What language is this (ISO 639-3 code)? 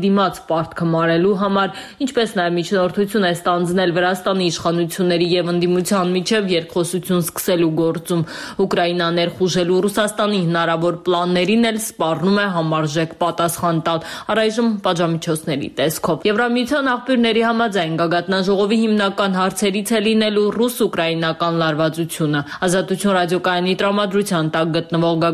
hye